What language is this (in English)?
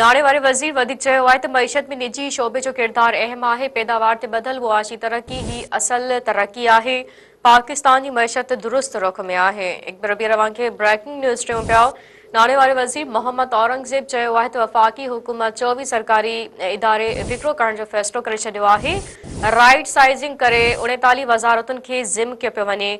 Sindhi